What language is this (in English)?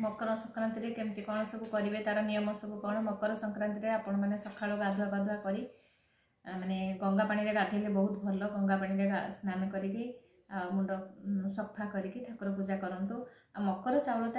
Odia